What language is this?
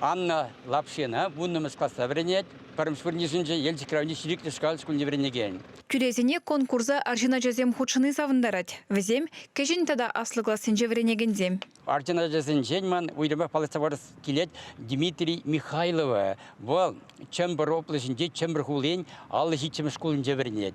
Chuvash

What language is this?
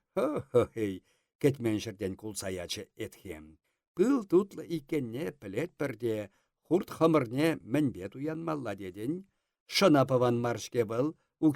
Chuvash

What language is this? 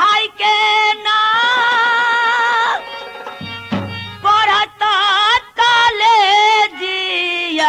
Bhojpuri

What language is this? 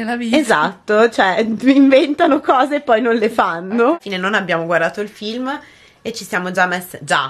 Italian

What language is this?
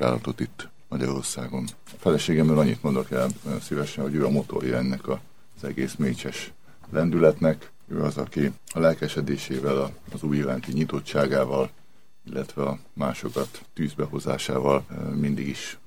Hungarian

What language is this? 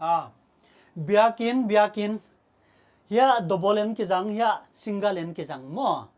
Paite Chin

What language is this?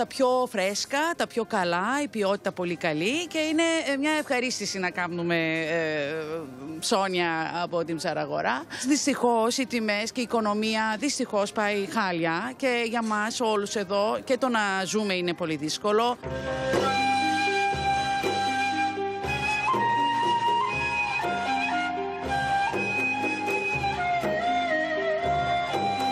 Greek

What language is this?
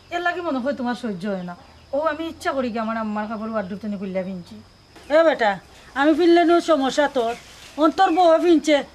Sylheti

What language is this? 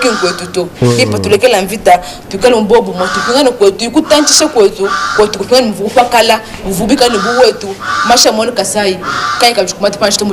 Luba-Lulua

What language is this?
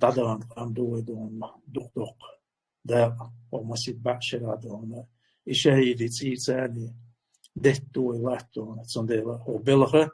Chechen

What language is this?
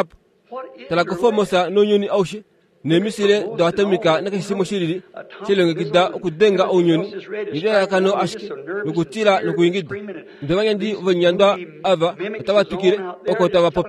Kuanyama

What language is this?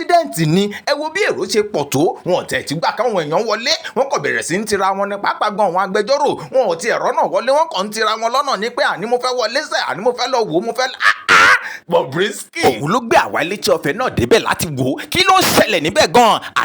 Yoruba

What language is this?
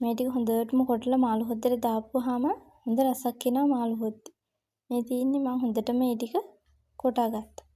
Sinhala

